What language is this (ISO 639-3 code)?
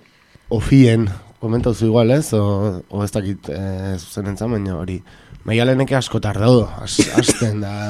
eus